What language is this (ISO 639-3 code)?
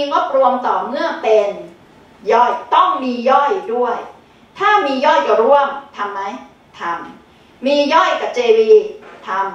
tha